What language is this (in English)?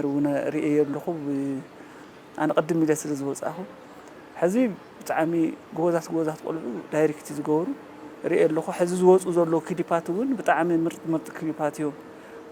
Tigrinya